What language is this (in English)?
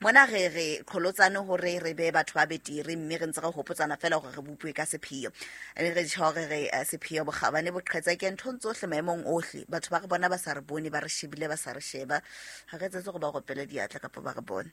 Southern Sotho